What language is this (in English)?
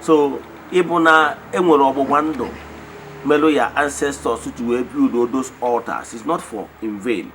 Igbo